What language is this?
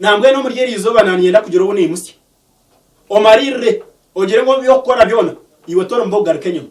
Nyankole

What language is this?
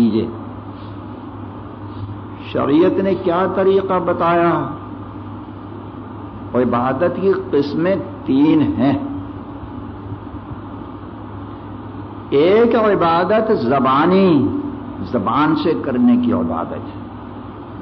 Urdu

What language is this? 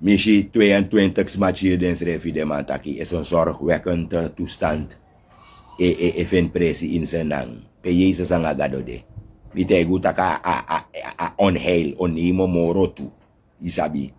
Sranan Tongo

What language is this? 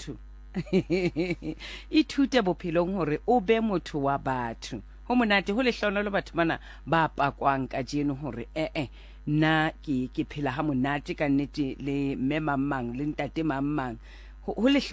Southern Sotho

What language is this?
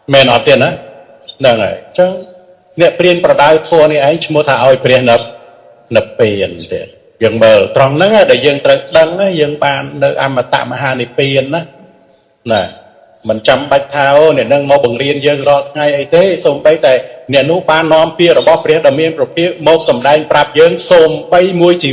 Khmer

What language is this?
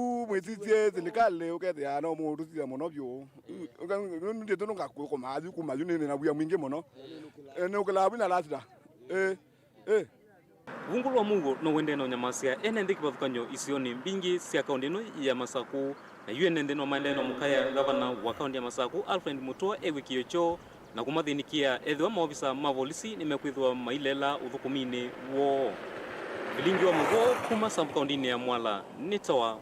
Kamba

